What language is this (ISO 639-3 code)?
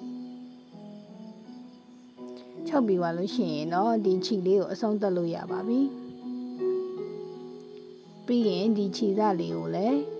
mya